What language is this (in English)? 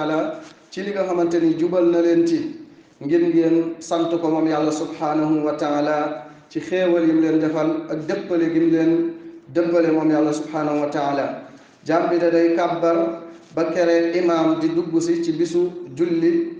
Wolof